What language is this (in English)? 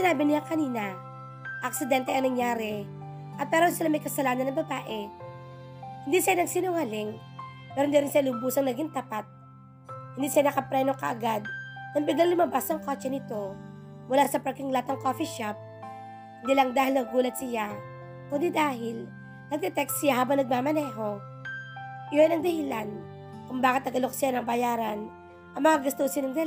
Filipino